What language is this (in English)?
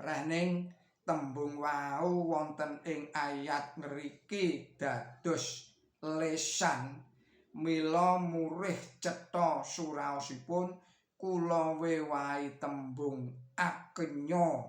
Javanese